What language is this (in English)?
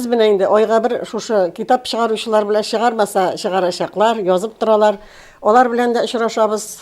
Tatar